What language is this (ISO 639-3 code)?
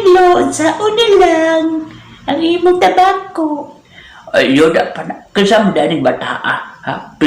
ceb